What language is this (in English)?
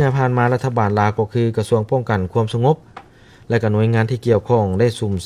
Lao